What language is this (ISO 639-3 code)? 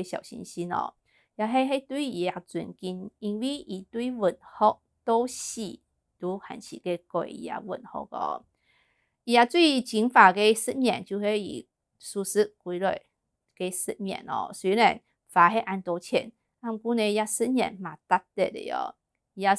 hak